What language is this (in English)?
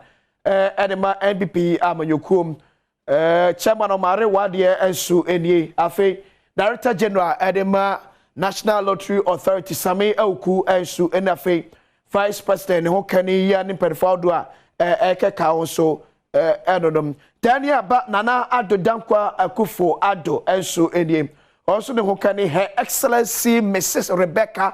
Akan